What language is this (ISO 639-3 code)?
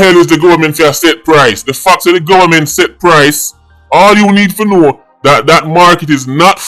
jam